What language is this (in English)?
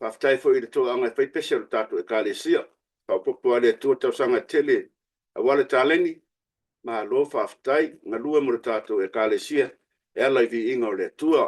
Samoan